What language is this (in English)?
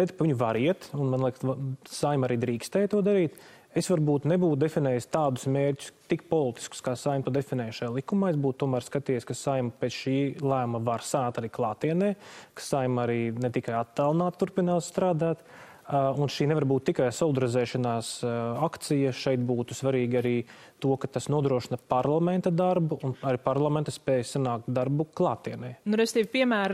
Latvian